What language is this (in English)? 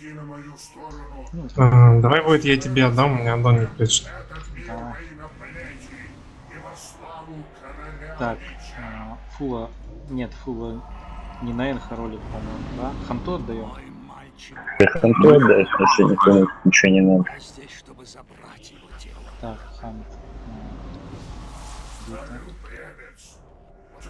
Russian